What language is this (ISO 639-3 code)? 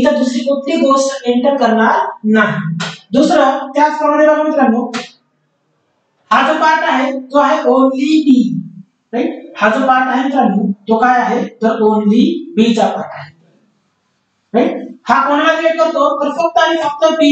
mar